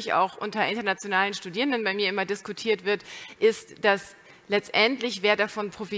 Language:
German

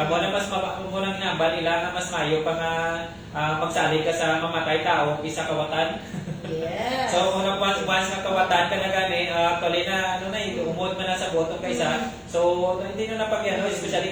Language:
Hiligaynon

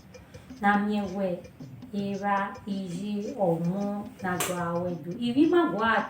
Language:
Bini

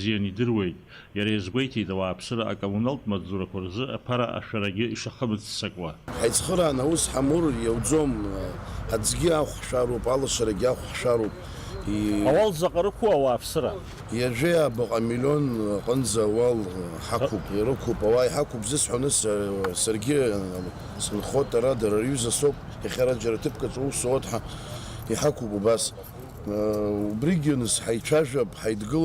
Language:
Abkhazian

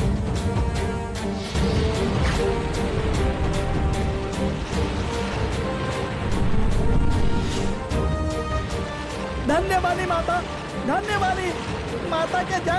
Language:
Bhojpuri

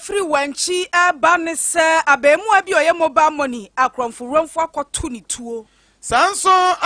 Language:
Akan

